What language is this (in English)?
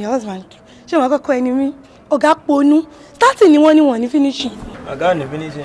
Yoruba